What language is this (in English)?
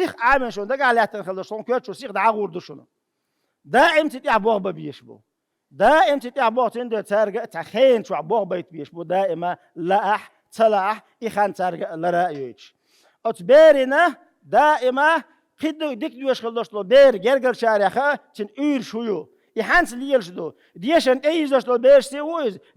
Chechen